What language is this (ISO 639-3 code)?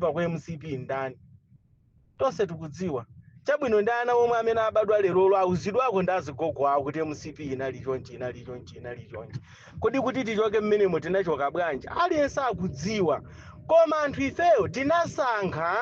nya